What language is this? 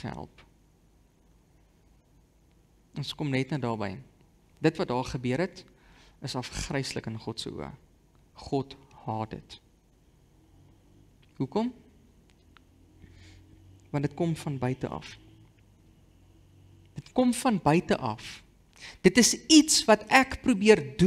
Afrikaans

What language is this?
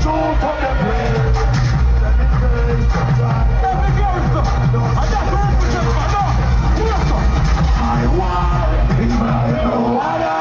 Jamaican Creole English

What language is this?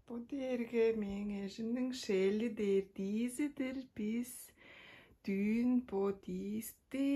Tuvinian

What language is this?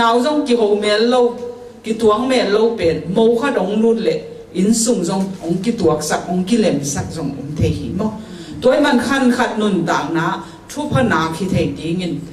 Tedim Chin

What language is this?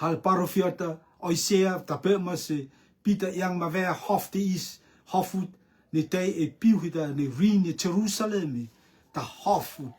Rotuman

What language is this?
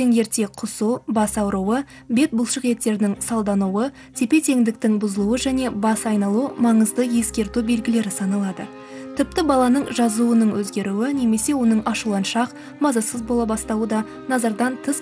Kazakh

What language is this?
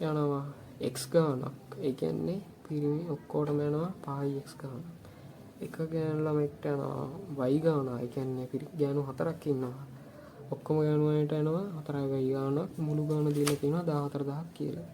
Sinhala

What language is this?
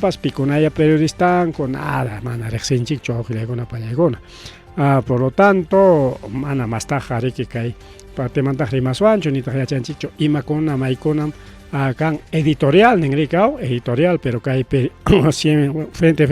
Ayacucho Quechua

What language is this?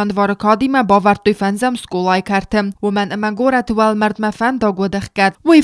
Ossetic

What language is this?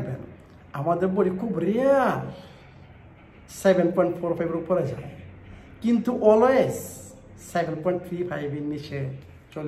Bangla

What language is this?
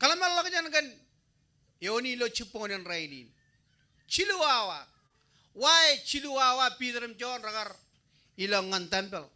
Marshallese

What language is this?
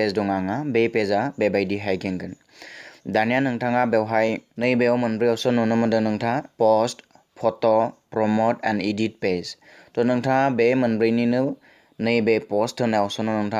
Bodo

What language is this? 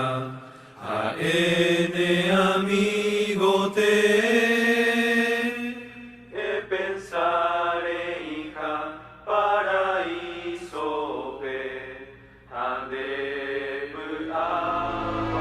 Guarani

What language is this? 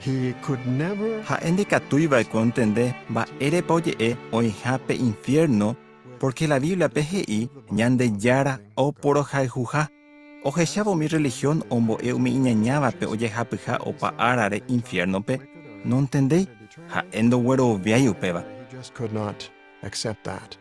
Guarani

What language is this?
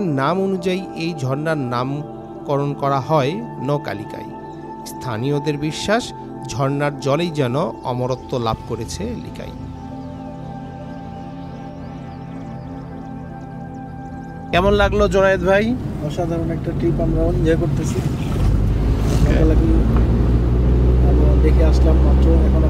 Bangla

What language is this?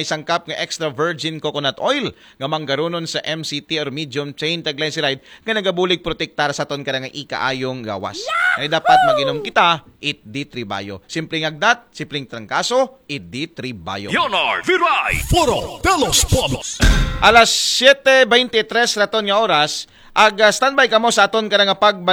Aklanon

